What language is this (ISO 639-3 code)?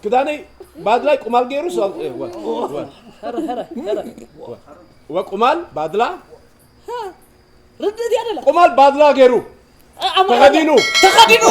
tir